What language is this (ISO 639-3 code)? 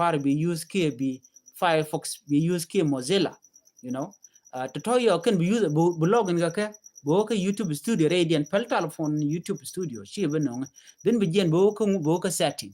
nus